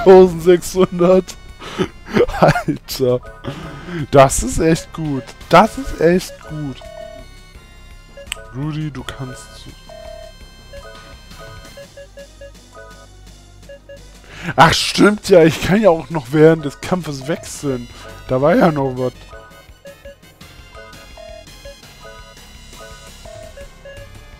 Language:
German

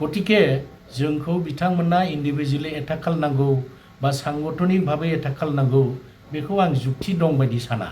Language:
Bodo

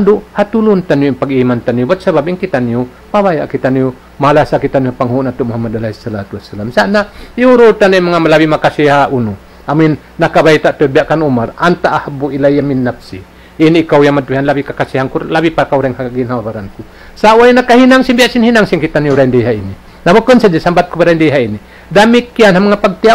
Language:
Tausug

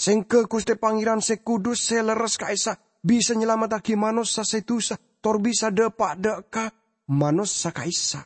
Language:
Madurese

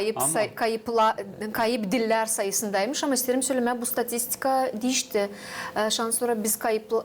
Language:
Gagauz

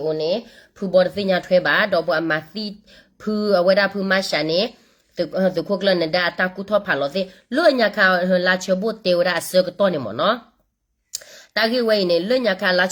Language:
S'gaw Karen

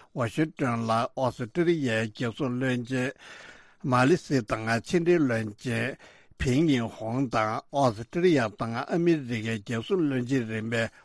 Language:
Tibetan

